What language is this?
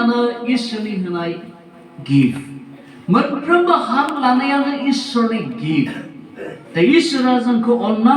Bodo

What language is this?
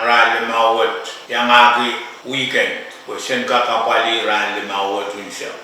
Pohnpeian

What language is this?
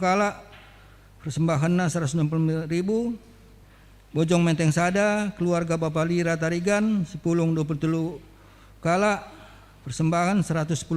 Batak Karo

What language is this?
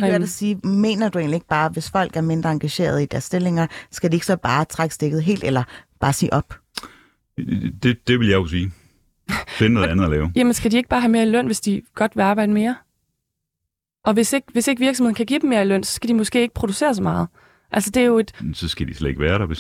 Danish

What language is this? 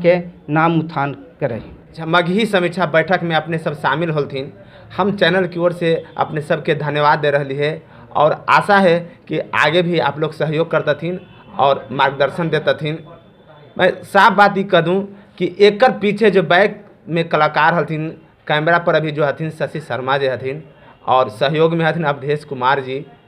Magahi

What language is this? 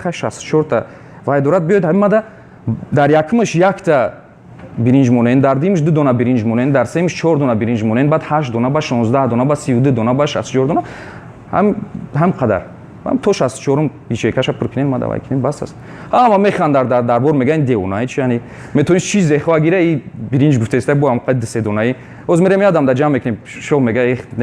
Tajik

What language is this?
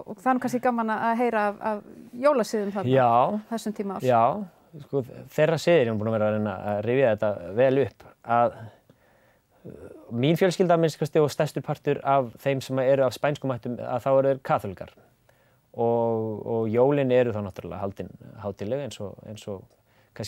Icelandic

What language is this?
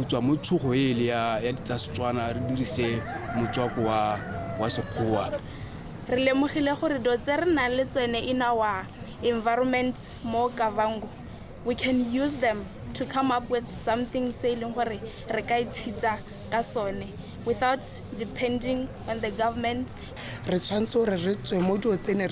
Tswana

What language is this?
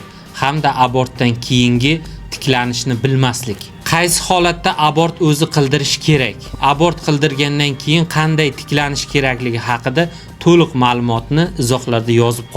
Uzbek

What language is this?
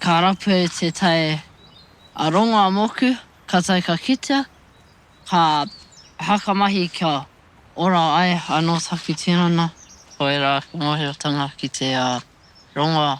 Māori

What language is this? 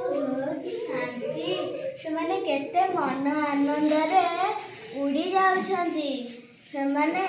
Odia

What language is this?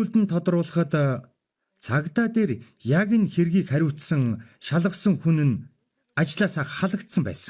Mongolian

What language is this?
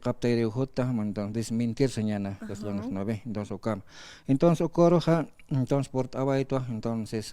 Aymara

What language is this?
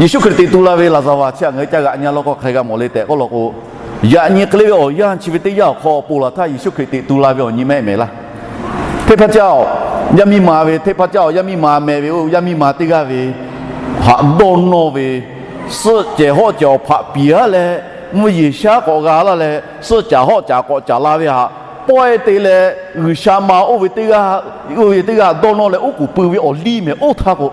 Lahu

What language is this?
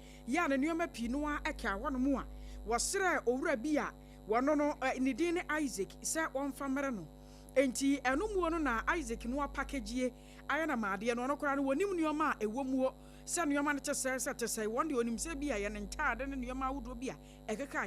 Akan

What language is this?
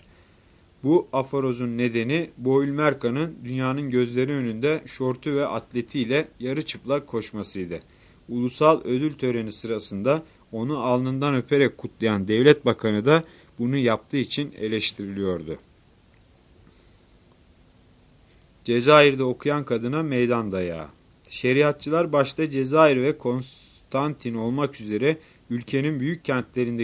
Turkish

